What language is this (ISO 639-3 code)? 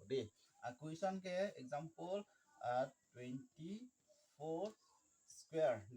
mjw